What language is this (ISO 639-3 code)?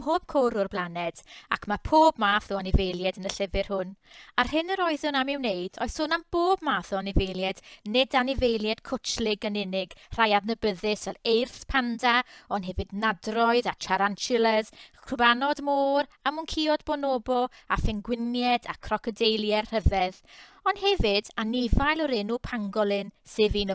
cym